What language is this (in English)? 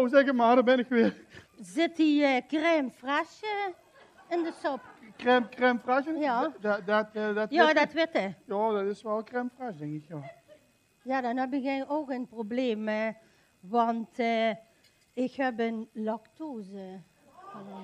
Limburgish